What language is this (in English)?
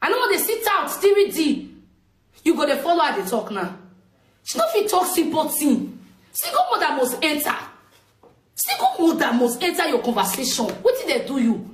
Nigerian Pidgin